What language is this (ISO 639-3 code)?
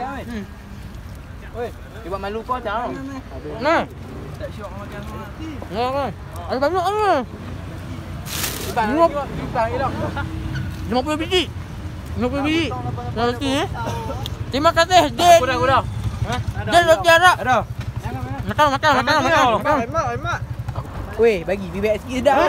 msa